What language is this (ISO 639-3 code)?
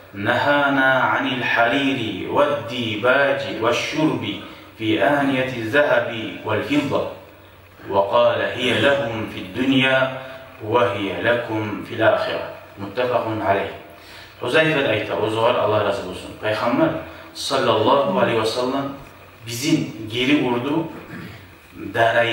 kum